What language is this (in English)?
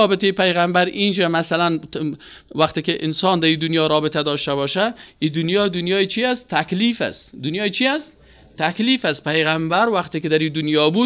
Persian